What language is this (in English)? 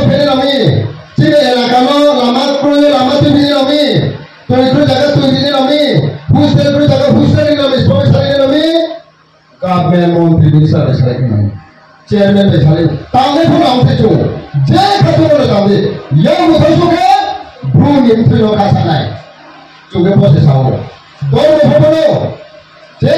Riang (India)